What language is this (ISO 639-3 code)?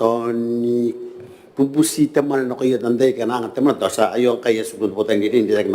gil